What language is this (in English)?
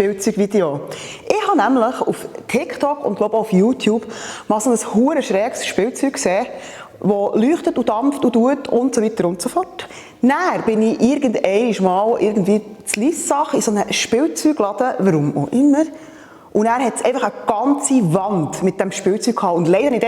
Swiss German